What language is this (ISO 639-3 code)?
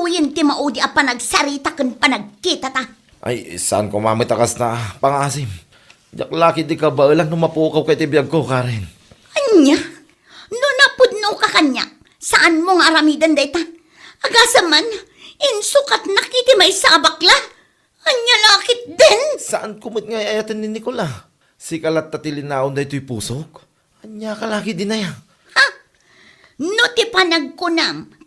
ilo